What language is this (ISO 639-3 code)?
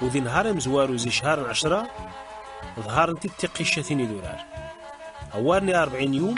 kab